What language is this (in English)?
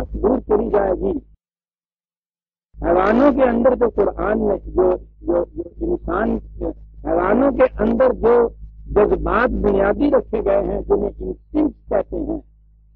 Urdu